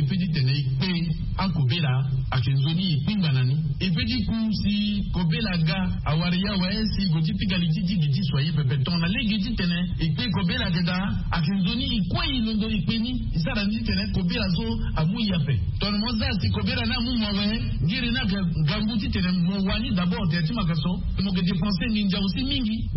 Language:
Sango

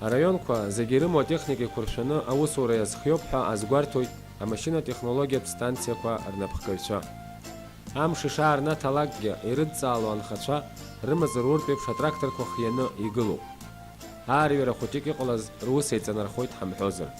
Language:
Abkhazian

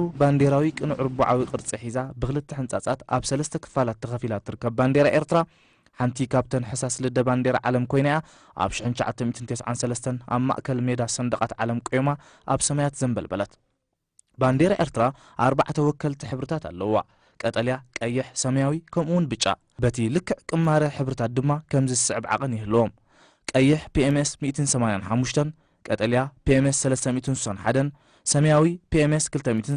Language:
Tigrinya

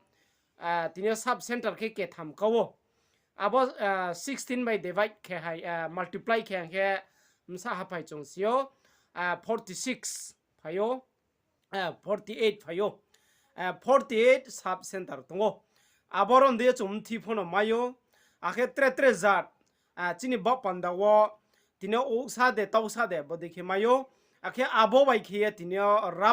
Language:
Riang (India)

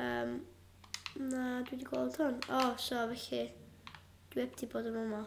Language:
Welsh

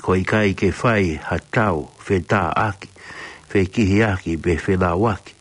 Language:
Tongan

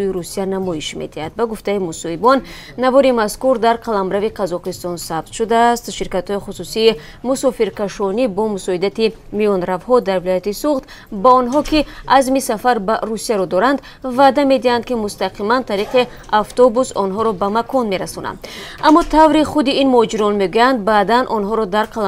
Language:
Tajik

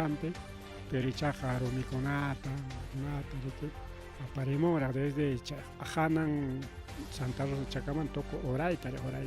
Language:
Ayacucho Quechua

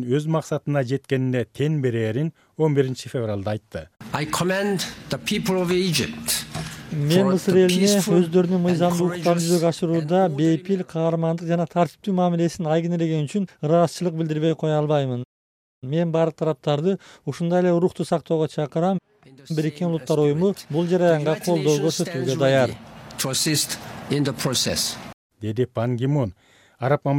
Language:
Kyrgyz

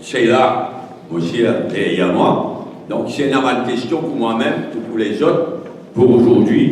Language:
Morisyen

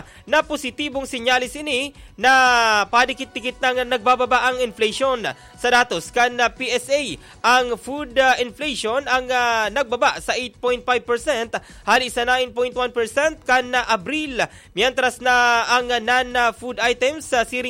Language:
Bikol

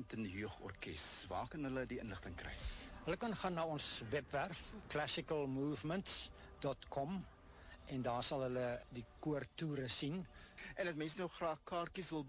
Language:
Afrikaans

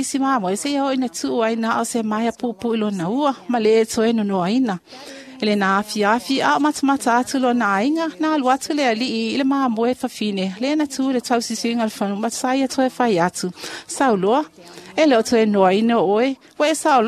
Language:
Samoan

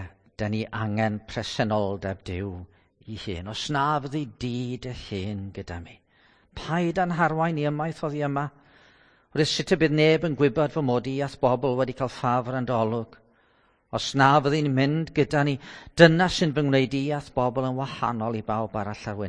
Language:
Welsh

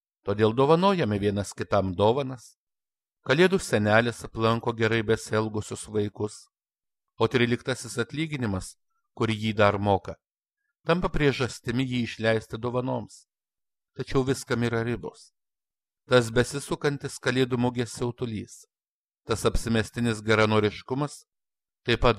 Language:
Lithuanian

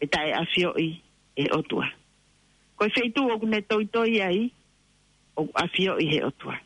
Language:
Tongan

